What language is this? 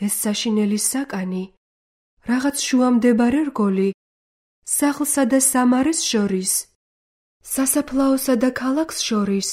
Georgian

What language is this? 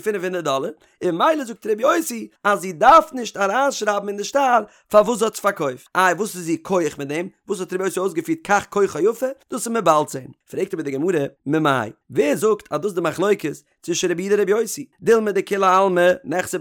Yiddish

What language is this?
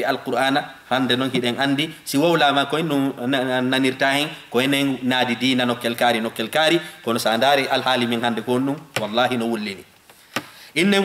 Fula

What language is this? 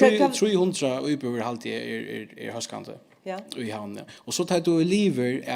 Faroese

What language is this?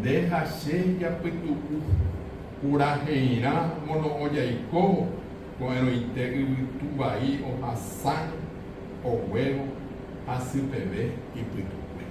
Guarani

